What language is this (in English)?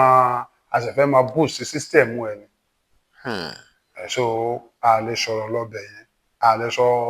Yoruba